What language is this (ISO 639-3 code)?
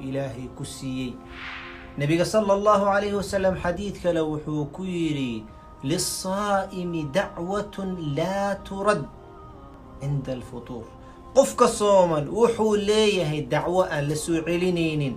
som